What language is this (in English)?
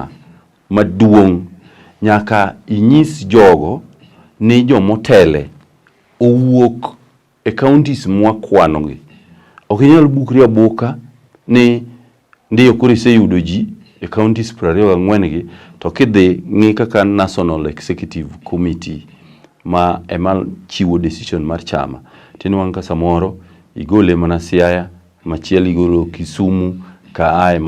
Luo (Kenya and Tanzania)